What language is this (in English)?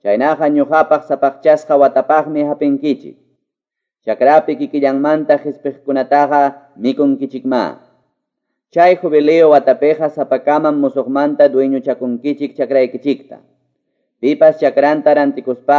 Quechua